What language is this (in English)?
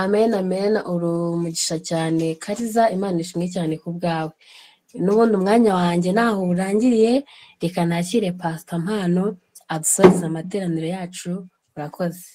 Kinyarwanda